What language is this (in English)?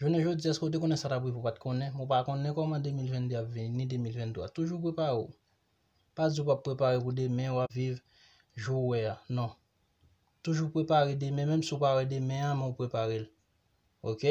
Haitian Creole